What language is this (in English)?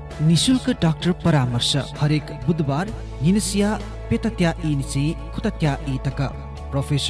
Newari